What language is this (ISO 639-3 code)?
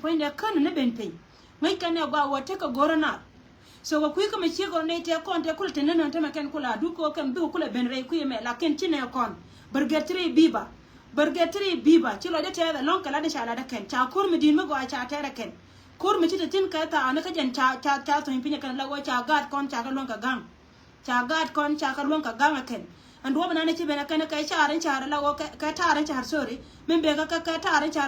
nus